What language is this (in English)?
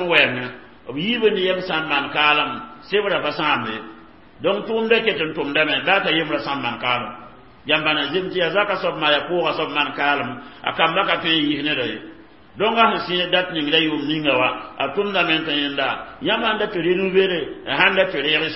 Mossi